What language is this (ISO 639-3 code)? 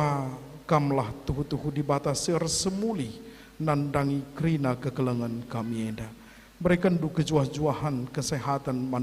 btx